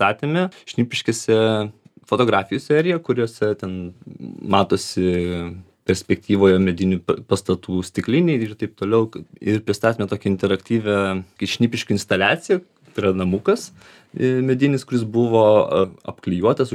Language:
Lithuanian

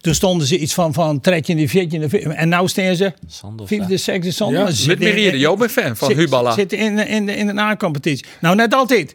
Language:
Western Frisian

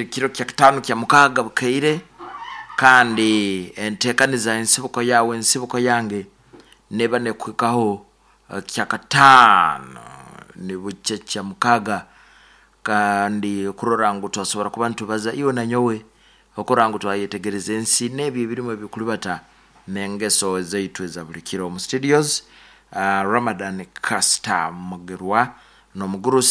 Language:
Nyoro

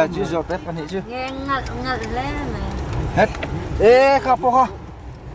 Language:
Mizo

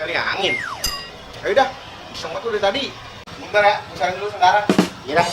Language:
Betawi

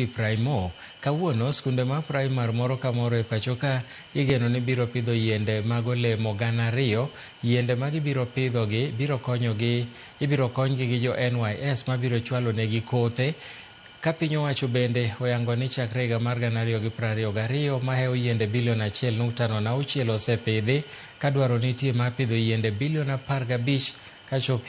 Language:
Luo (Kenya and Tanzania)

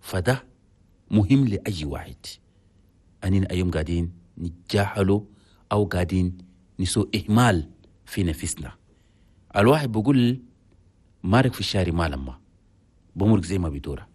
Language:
Chadian Arabic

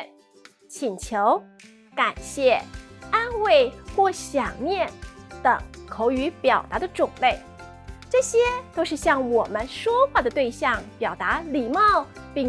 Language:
Hakka Chinese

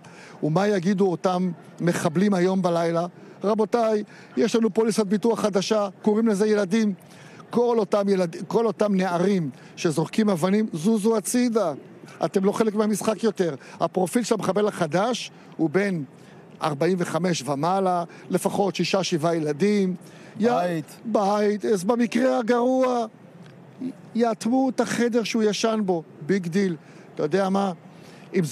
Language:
Hebrew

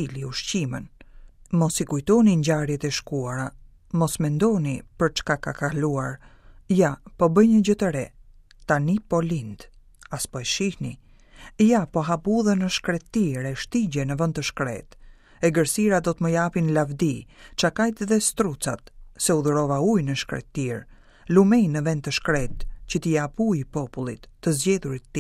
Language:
Albanian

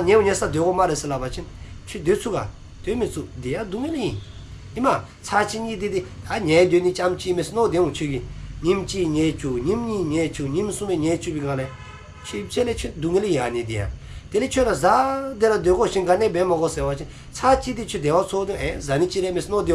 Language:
Dzongkha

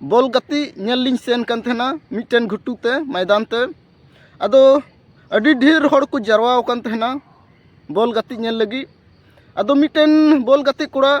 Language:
Santali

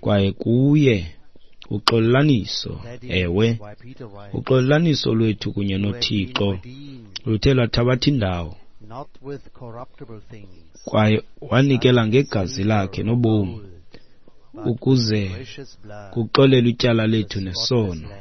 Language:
Xhosa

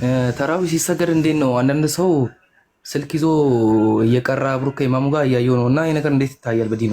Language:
Amharic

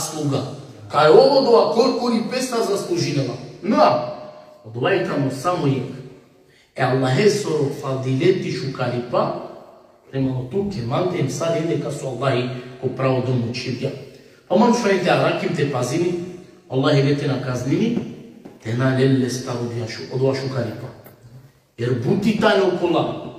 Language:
Balkan Romani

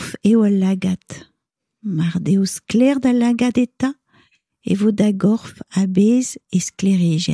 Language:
Breton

